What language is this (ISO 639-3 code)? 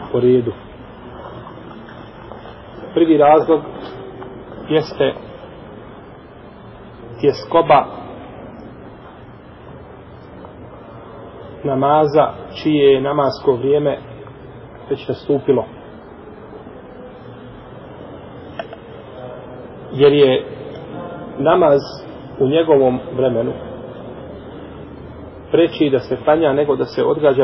bos